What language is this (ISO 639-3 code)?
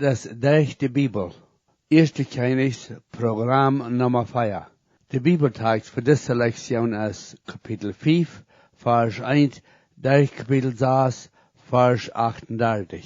pdt